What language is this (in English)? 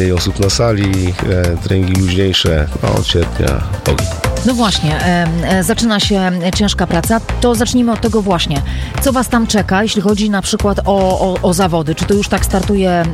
Polish